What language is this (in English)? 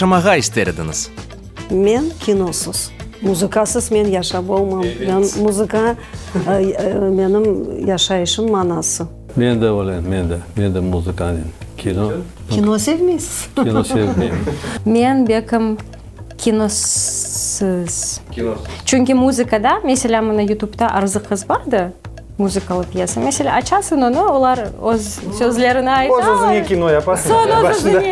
Crimean Tatar